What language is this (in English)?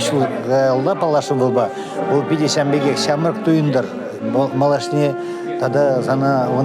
Chuvash